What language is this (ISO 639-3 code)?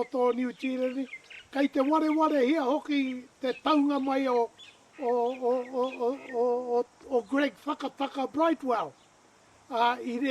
mri